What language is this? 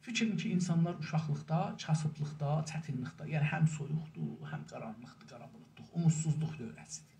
South Azerbaijani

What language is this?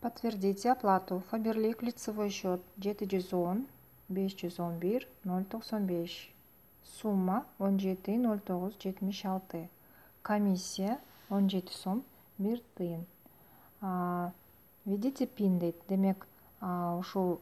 Kyrgyz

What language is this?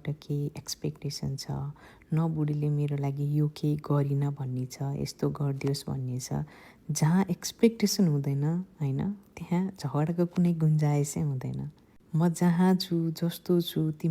Nepali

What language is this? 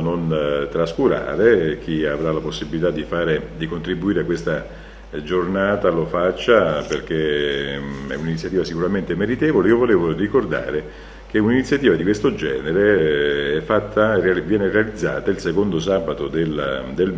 Italian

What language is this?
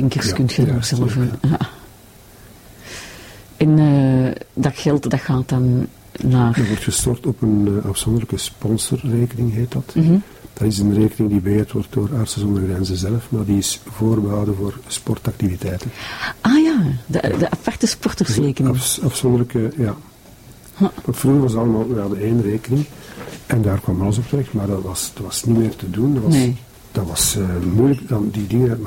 Dutch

